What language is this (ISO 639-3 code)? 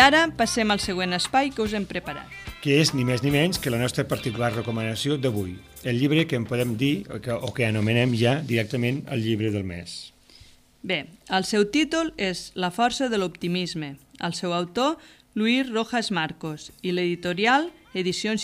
cat